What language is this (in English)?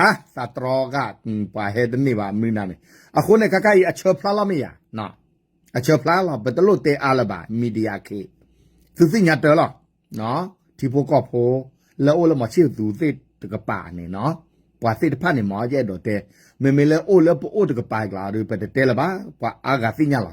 S'gaw Karen